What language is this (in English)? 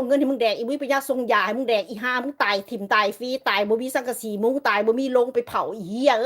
Northeastern Thai